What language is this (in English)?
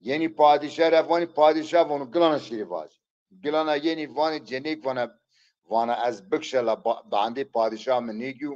Zaza